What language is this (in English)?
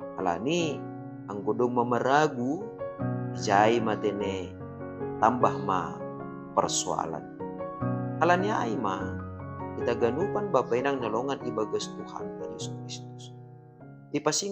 Batak Simalungun